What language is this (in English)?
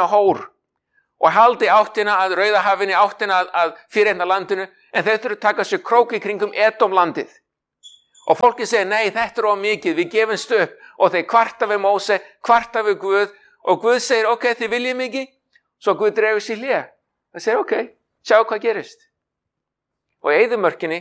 Icelandic